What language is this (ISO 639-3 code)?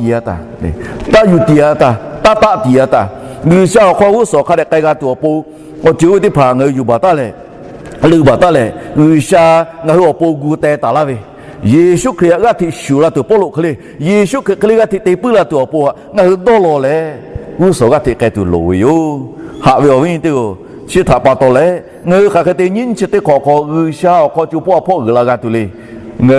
lhu